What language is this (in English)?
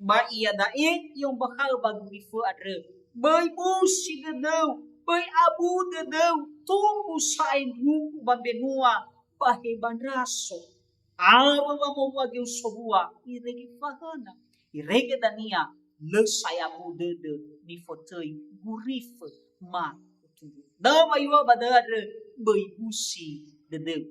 Nias